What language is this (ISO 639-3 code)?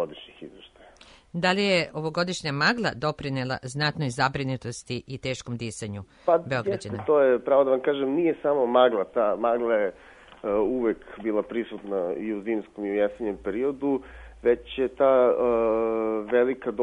srp